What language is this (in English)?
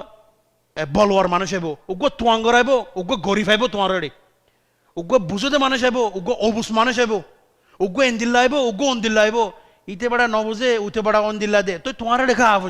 Rohingya